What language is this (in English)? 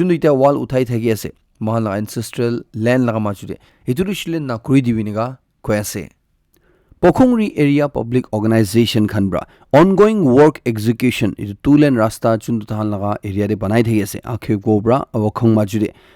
Naga Pidgin